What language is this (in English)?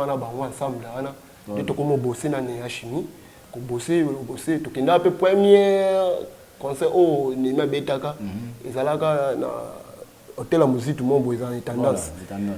Lingala